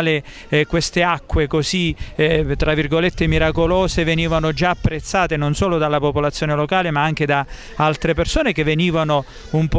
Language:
Italian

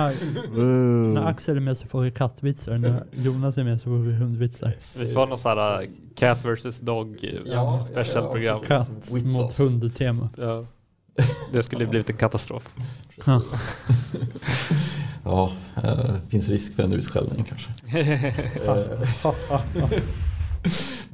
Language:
Swedish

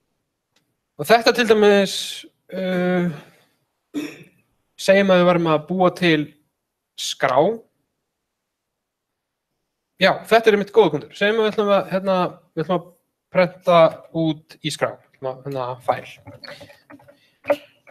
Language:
Icelandic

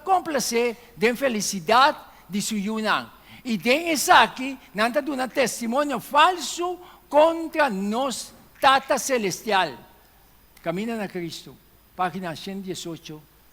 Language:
Papiamento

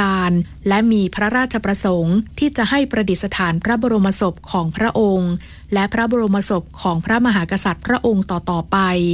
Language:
Thai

